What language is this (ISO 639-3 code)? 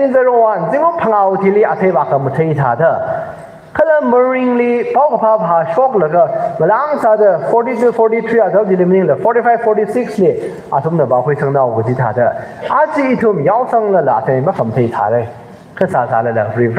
nmf